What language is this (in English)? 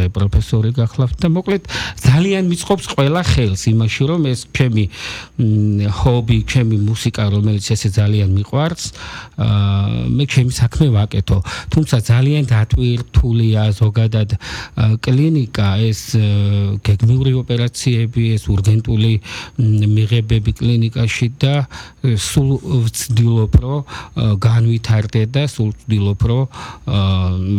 Georgian